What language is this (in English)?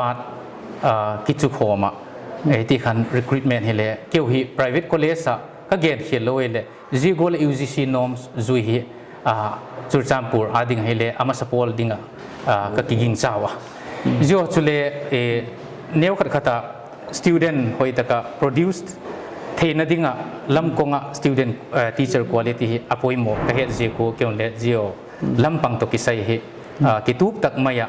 Paite Chin